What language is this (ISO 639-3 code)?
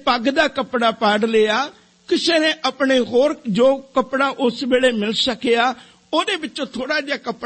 pan